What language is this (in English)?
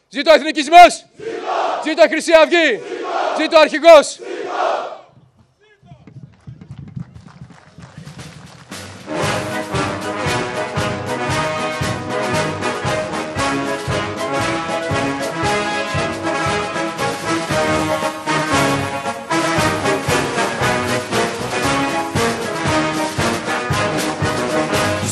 Greek